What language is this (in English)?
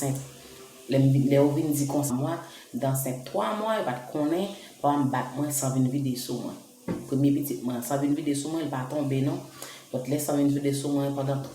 Haitian Creole